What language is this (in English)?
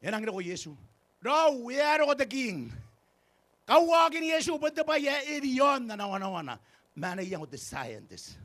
Gilbertese